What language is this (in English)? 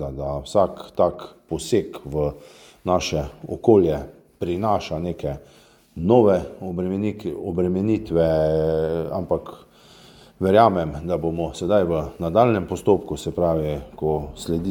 Slovenian